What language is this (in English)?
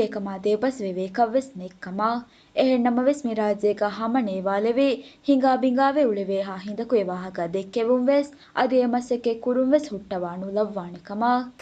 Divehi